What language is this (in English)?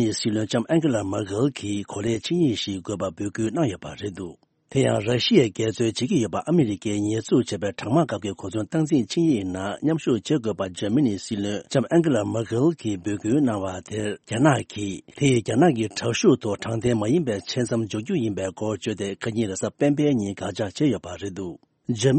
Tibetan